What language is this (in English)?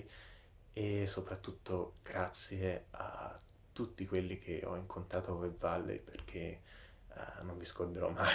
Italian